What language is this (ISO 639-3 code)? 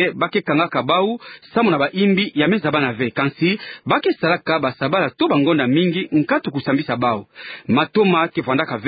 ktu